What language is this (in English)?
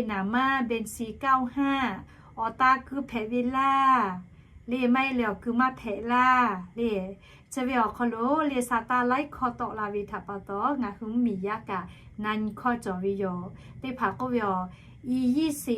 Lahu